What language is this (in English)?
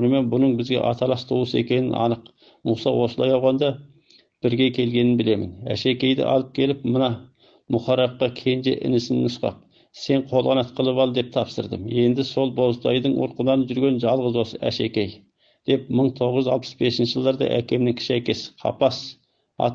Kazakh